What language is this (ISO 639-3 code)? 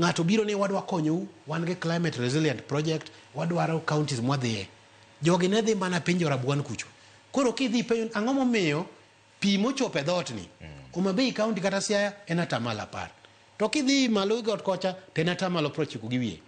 luo